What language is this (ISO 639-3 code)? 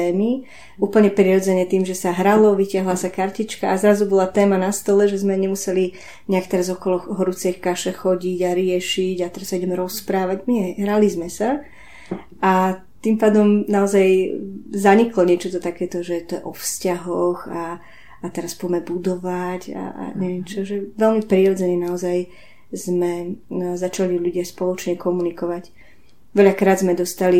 slk